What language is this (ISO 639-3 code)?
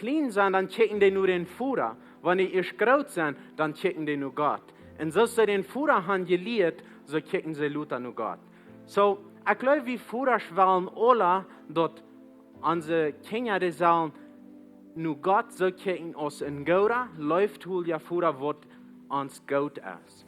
pdt